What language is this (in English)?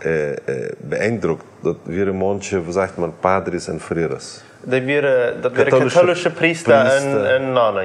Plautdietsch